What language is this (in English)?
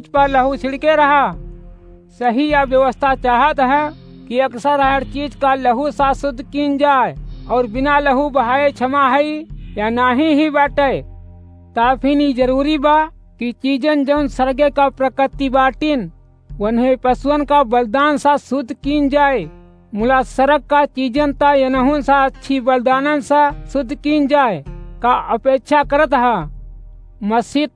Awadhi